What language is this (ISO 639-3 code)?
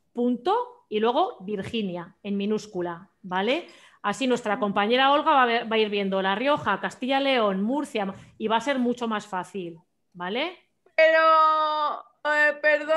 spa